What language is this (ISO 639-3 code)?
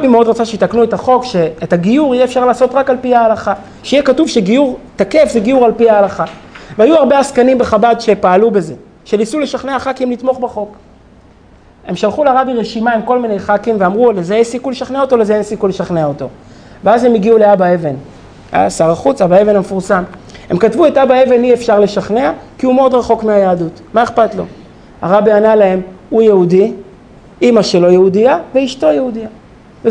heb